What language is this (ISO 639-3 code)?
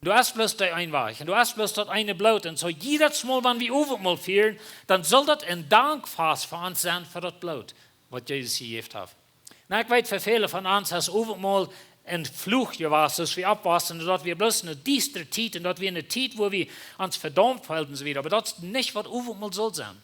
pdt